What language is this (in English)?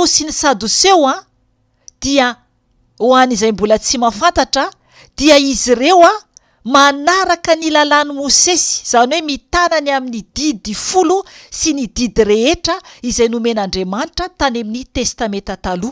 Malagasy